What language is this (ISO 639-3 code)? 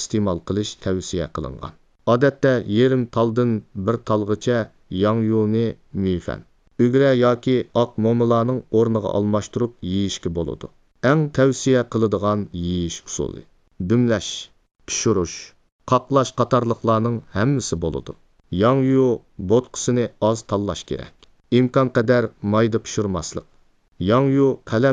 uig